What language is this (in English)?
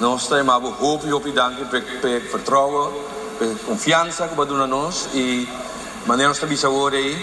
Papiamento